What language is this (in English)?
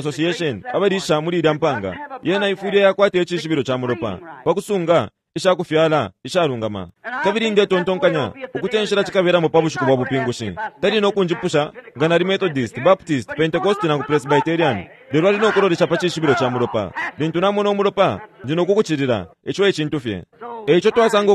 Bemba